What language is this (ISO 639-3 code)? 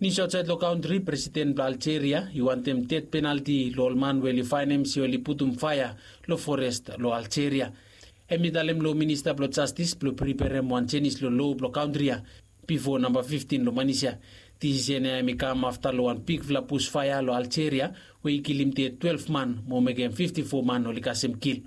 bis